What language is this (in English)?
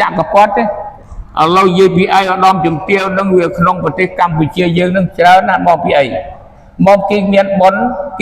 Khmer